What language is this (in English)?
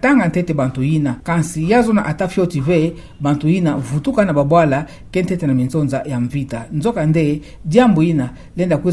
Kituba (Democratic Republic of Congo)